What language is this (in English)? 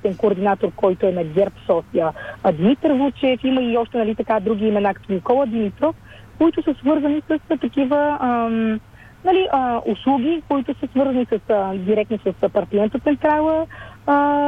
Bulgarian